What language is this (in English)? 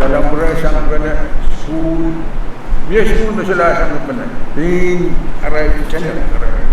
Pohnpeian